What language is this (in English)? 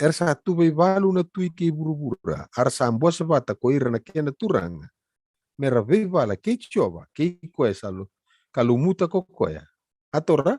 Fijian